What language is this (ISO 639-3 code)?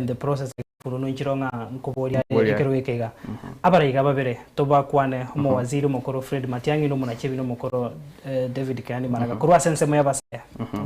guz